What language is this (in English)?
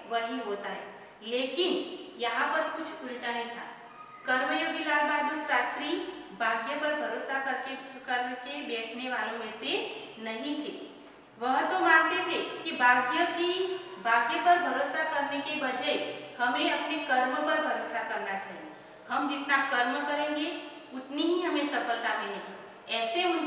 Hindi